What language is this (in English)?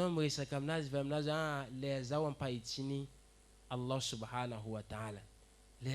Malagasy